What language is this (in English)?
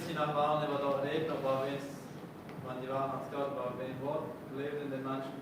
Plautdietsch